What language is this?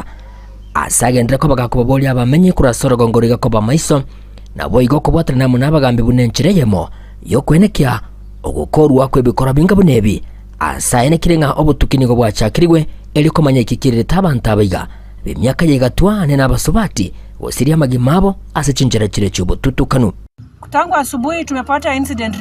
Gusii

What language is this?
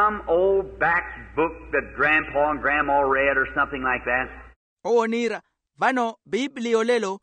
Makhuwa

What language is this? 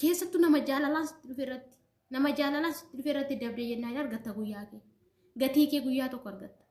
Oromo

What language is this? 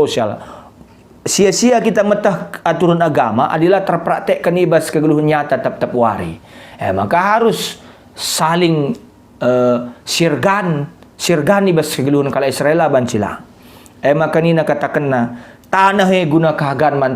Batak Karo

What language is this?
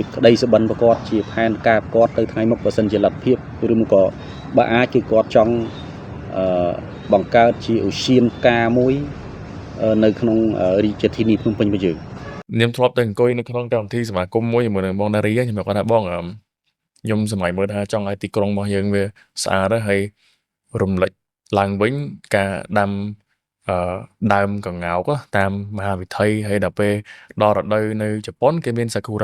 Khmer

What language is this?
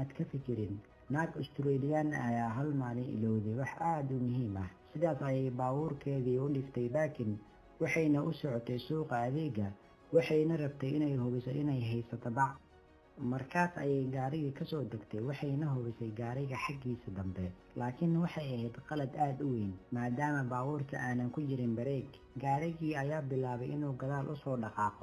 Somali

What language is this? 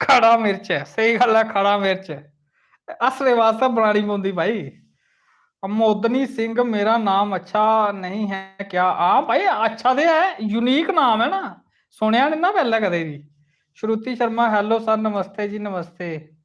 Dogri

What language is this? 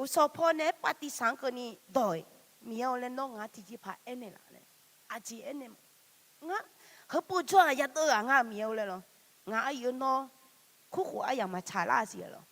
Akha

